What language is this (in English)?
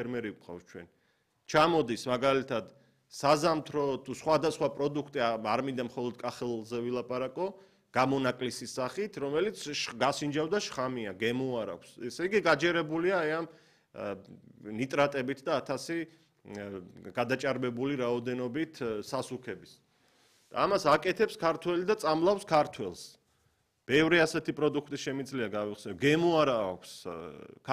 Georgian